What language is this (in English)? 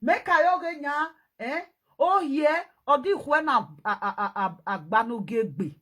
Nigerian Pidgin